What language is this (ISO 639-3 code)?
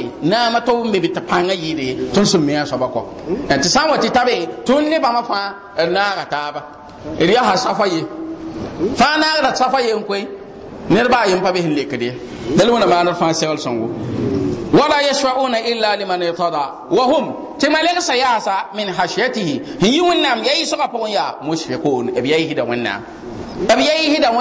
mos